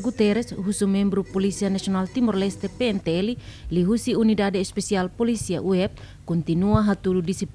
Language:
Tetum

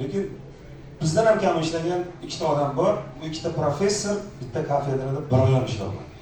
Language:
Uzbek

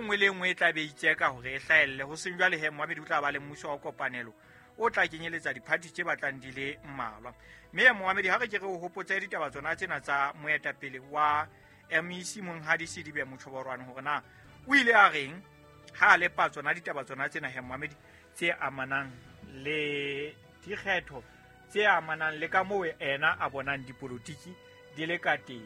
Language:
Southern Sotho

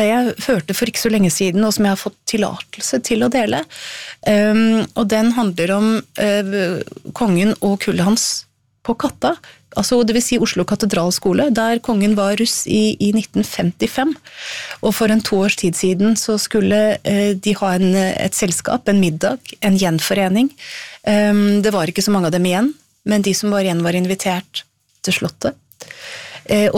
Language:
Norwegian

